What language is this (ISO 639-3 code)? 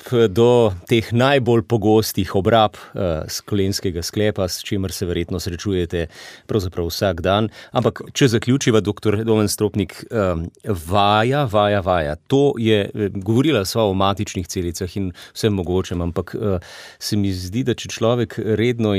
slv